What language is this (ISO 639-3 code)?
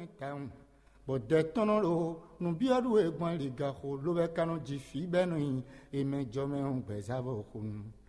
fon